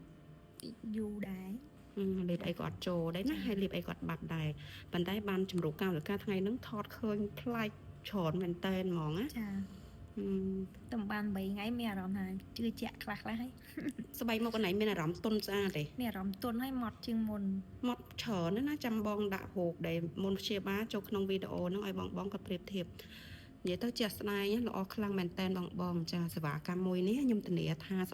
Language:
Khmer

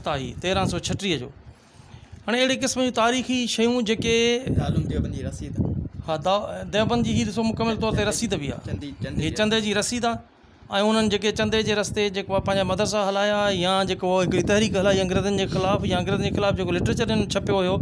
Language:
Sindhi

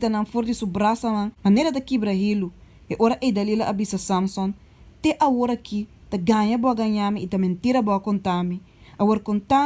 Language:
Papiamento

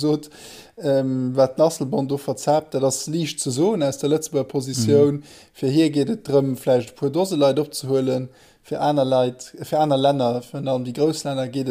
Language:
Luxembourgish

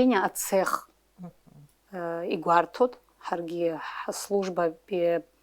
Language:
Abkhazian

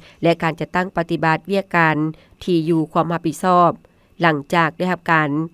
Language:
Lao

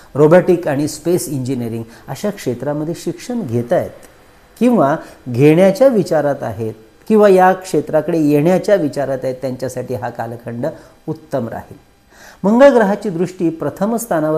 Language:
Marathi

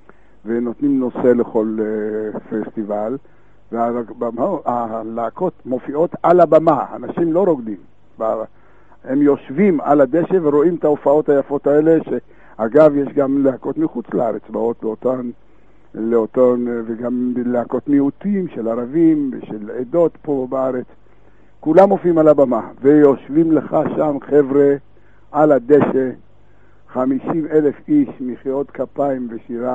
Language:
Hebrew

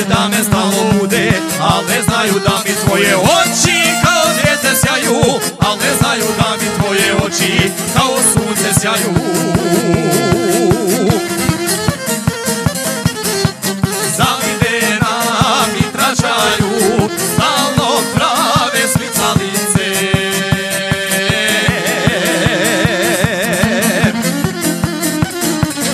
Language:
Croatian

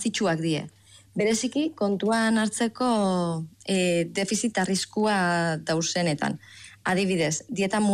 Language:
Basque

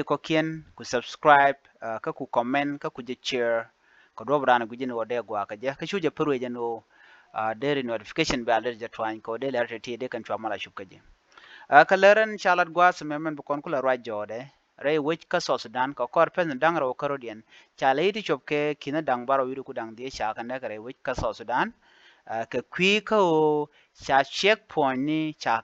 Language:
Nuer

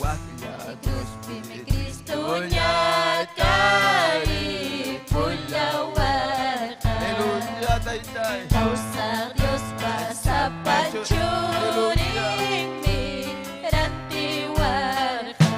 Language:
Ayacucho Quechua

